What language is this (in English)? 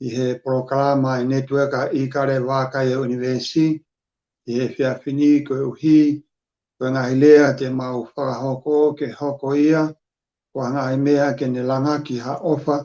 Tongan